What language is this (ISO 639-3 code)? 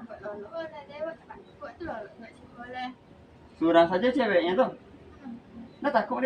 min